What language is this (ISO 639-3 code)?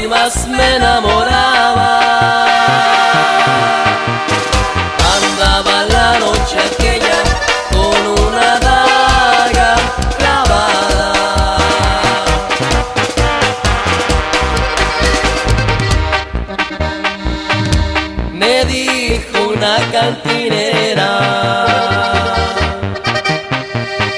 spa